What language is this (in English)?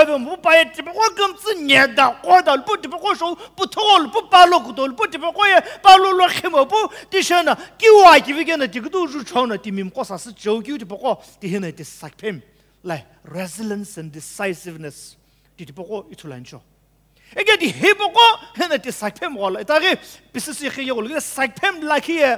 Sumi Naga